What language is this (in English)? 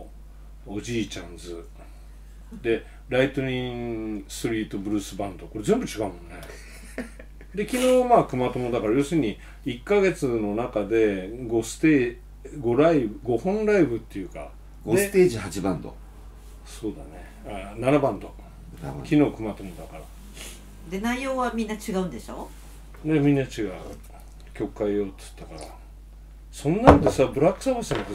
Japanese